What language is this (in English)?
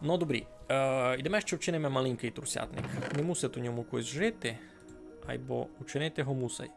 Rusyn